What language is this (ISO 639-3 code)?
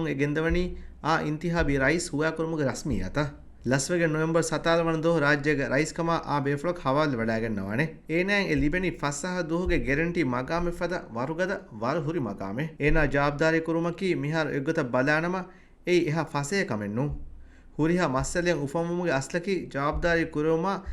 div